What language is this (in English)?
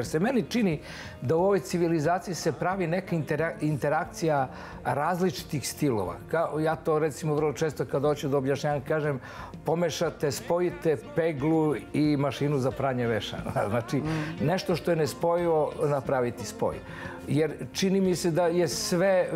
Serbian